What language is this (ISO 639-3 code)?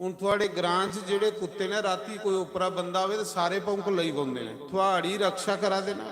doi